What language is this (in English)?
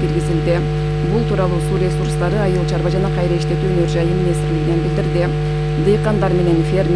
Kyrgyz